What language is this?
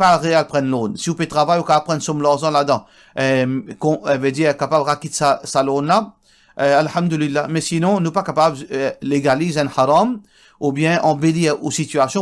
Morisyen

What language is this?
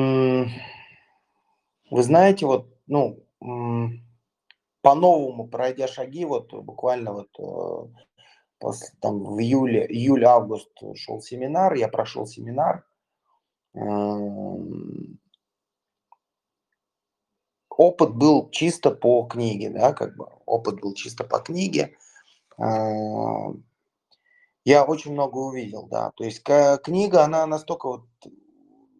Russian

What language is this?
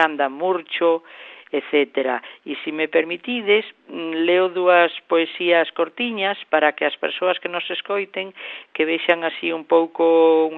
Galician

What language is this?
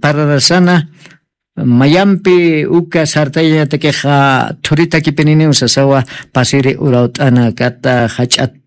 Aymara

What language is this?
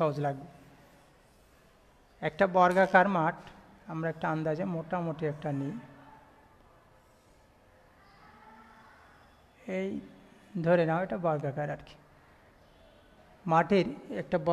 Bangla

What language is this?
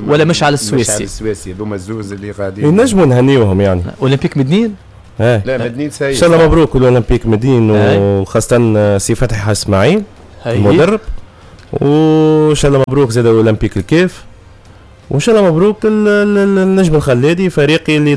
Tunisian Arabic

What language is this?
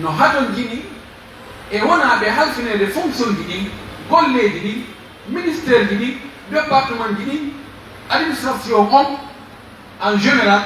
Pular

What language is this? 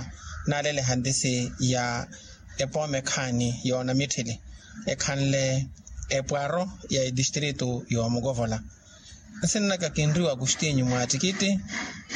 Makhuwa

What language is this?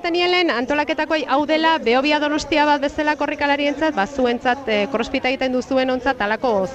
Basque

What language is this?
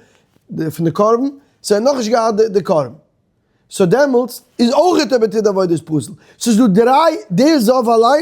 Yiddish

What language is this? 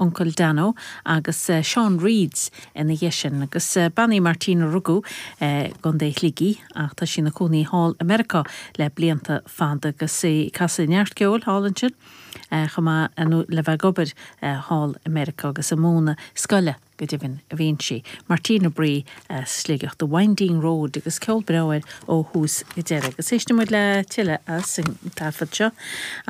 Irish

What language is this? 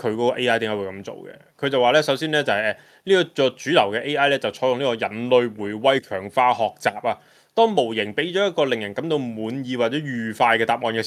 Cantonese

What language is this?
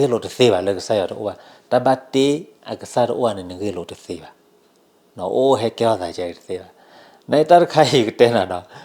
S'gaw Karen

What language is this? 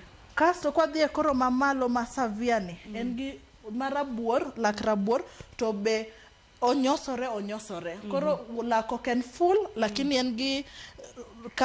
Luo (Kenya and Tanzania)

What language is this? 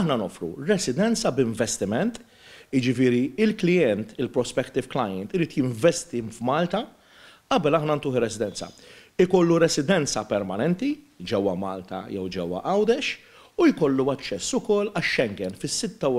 Maltese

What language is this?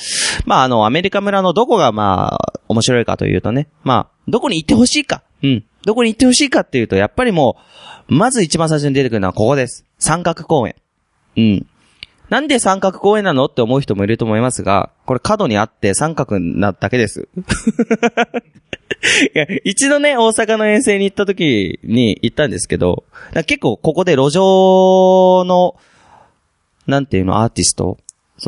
Japanese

